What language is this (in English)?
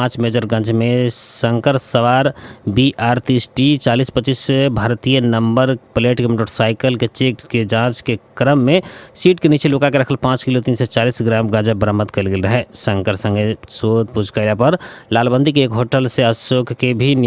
Bhojpuri